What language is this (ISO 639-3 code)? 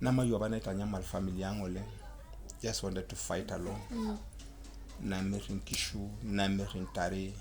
mas